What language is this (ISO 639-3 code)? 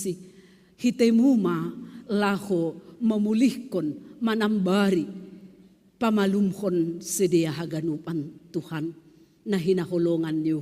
bts